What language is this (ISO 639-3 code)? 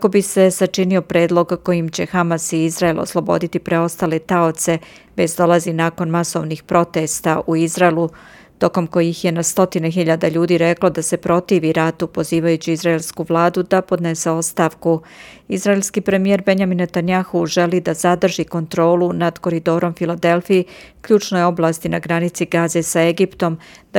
srp